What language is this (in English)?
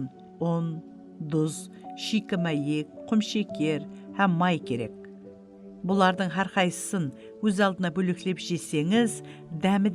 Kara-Kalpak